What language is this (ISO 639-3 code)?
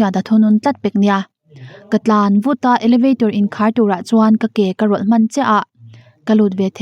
lus